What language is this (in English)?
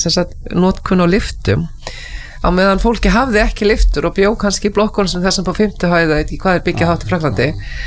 Icelandic